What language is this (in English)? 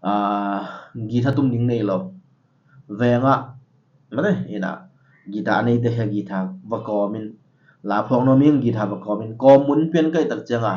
Tedim Chin